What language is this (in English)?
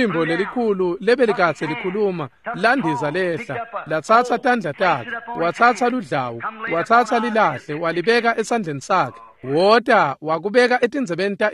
Swati